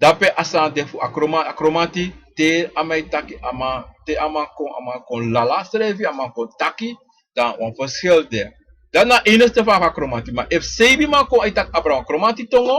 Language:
Sranan Tongo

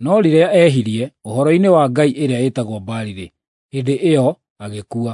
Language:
Kikuyu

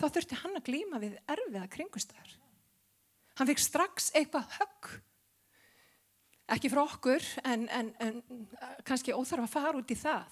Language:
Icelandic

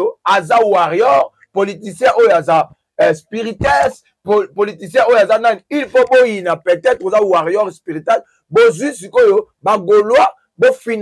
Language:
Lingala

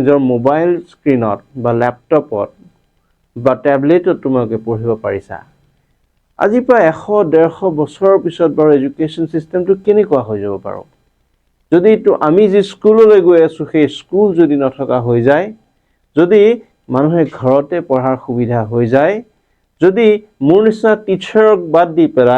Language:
Assamese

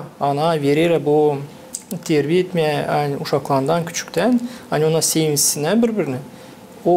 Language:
Gagauz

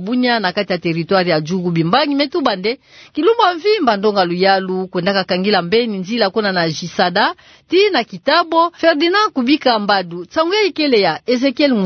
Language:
Kituba (Democratic Republic of Congo)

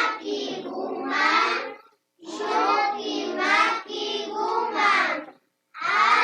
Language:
Imbabura Highland Quichua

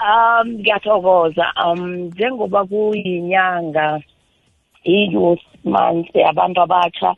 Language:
South Ndebele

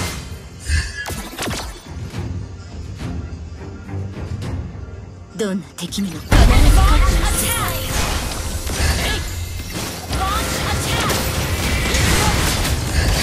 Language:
Japanese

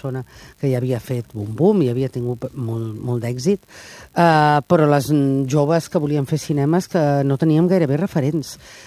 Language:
Catalan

